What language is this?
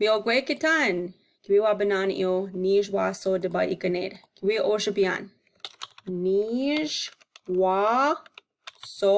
Chippewa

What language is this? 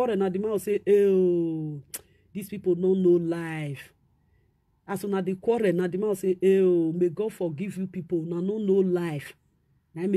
Nigerian Pidgin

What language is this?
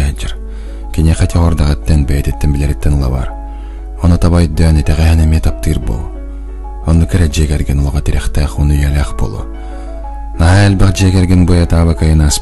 Yakut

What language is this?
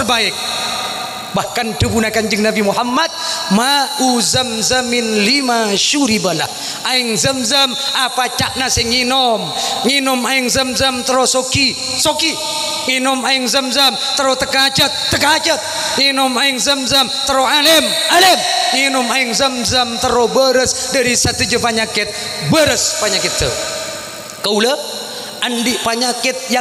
Madurese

